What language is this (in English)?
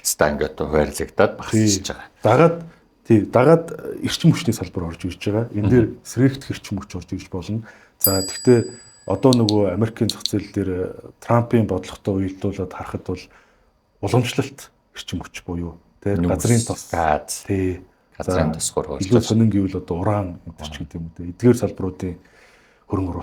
Mongolian